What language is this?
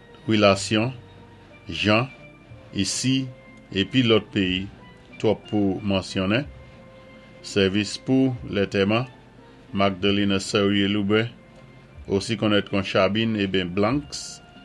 Saint Lucian Creole French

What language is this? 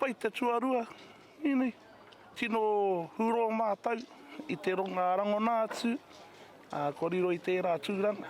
Māori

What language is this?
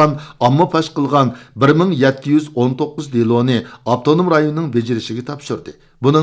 Uyghur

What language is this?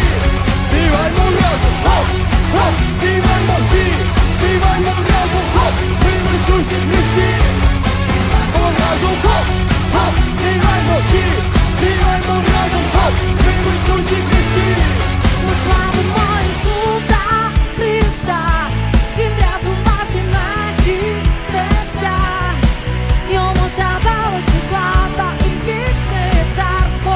Ukrainian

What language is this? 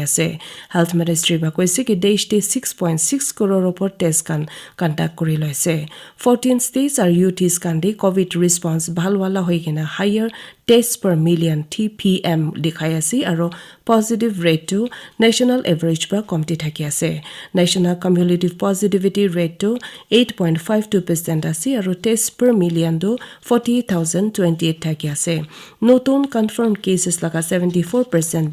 Naga Pidgin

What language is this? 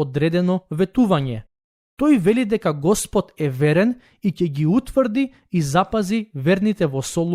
Macedonian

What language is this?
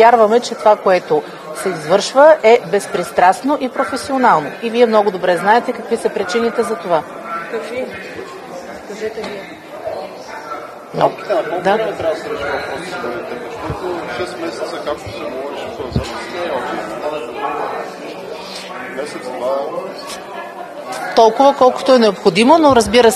Bulgarian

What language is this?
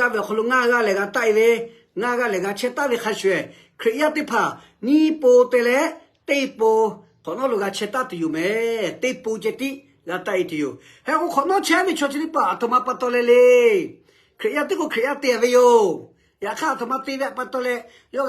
Lahu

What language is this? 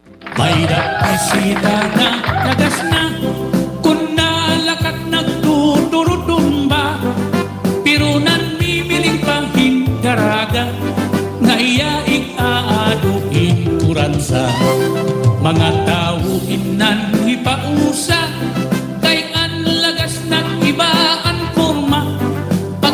Waray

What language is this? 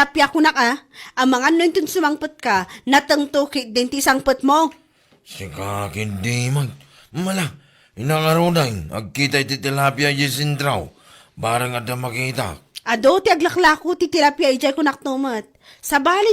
Iloko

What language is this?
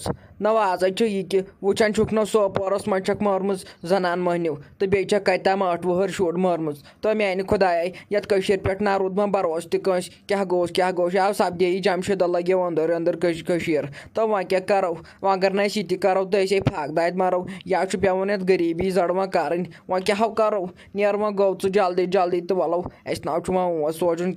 Kashmiri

